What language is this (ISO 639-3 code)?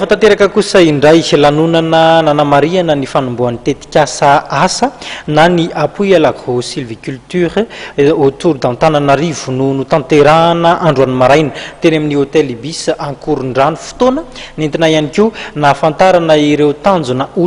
mlg